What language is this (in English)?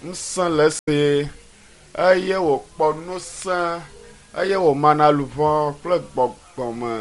Ewe